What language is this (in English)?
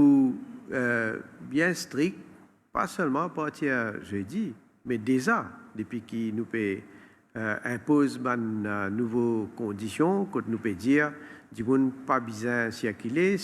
Morisyen